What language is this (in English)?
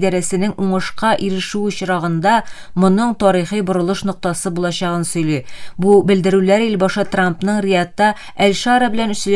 Tatar